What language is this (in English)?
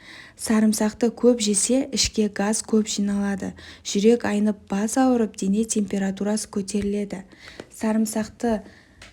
Kazakh